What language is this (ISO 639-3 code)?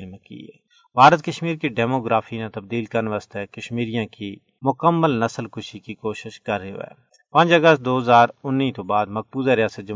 gju